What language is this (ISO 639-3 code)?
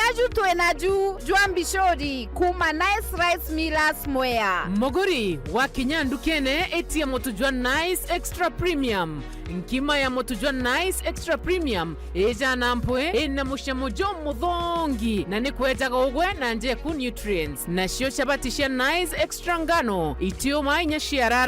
mer